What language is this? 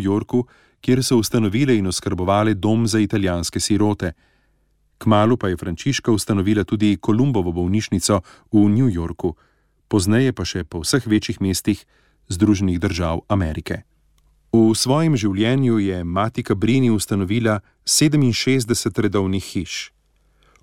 Slovenian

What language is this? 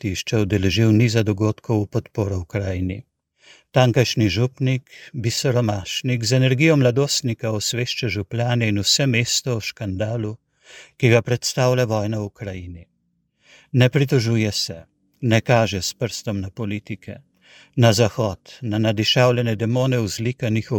Slovenian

